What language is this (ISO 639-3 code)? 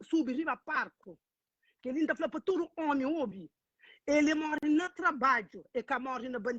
kea